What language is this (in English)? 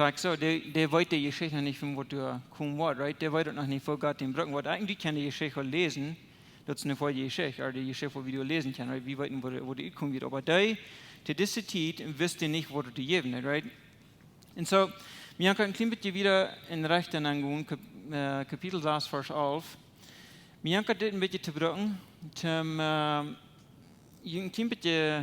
Plautdietsch